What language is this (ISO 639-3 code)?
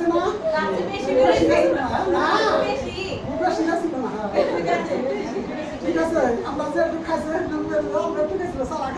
ben